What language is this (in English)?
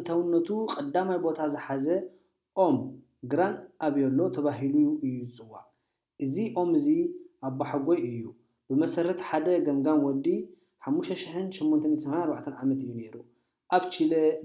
Tigrinya